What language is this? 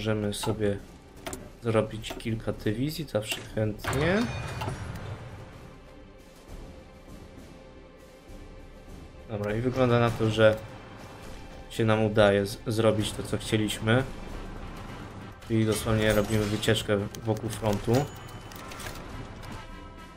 Polish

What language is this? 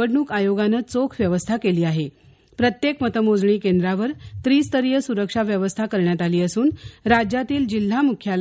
Marathi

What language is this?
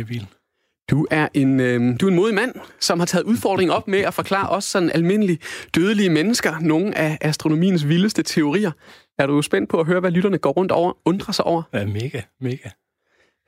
Danish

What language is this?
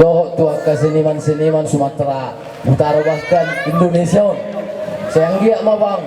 Batak Toba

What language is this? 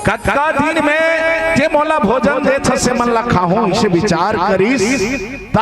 Chhattisgarhi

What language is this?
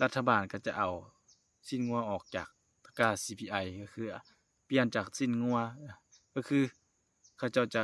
Lao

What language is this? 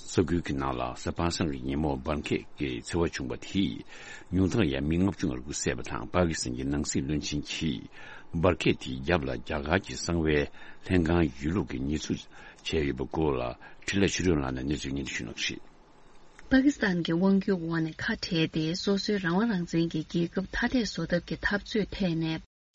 Tibetan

